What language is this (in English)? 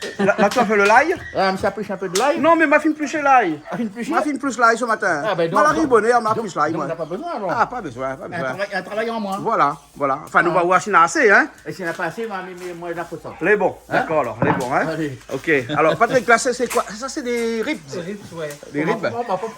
Réunion Creole French